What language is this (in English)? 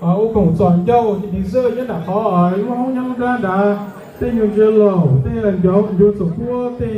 Hmong